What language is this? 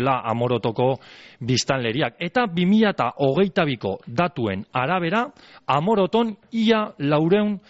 Basque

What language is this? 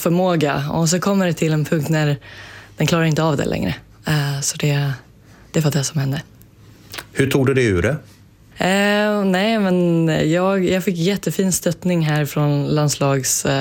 Swedish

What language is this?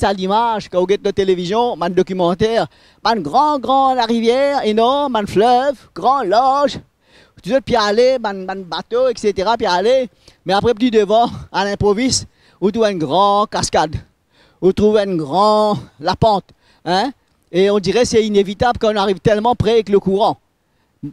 Morisyen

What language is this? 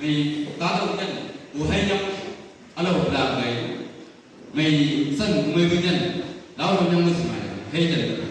Chang Naga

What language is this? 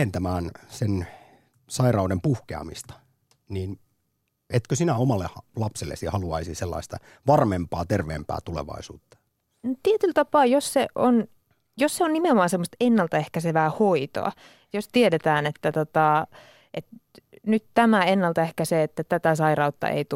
Finnish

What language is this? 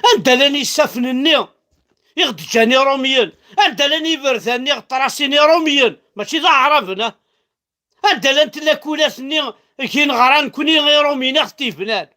Kabyle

